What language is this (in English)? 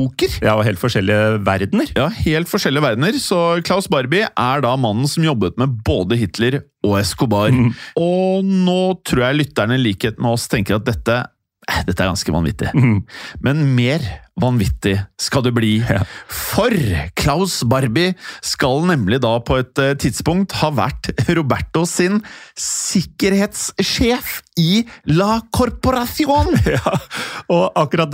Norwegian